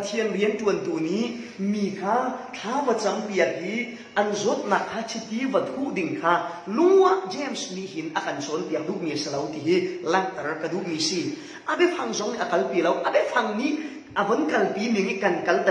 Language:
Falam Chin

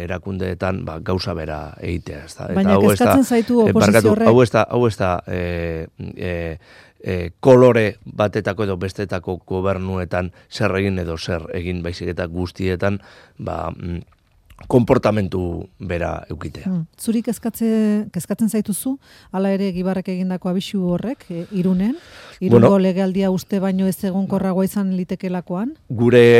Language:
Basque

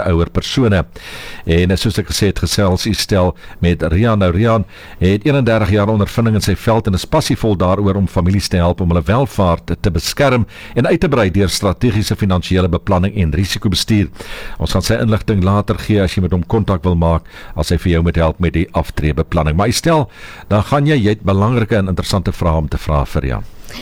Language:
Afrikaans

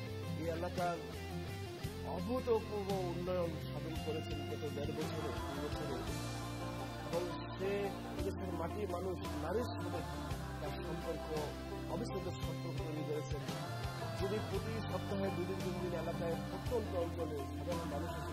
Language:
Bangla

